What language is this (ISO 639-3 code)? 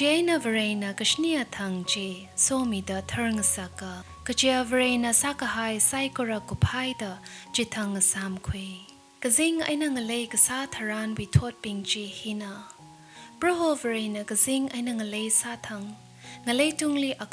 nmf